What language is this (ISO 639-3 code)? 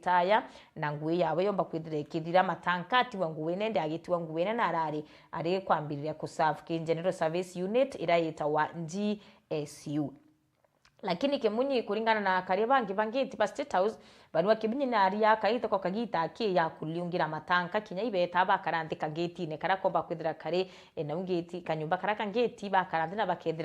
mer